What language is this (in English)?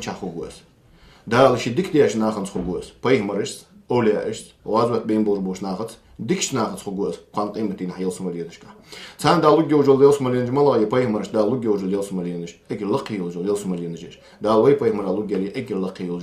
Ingush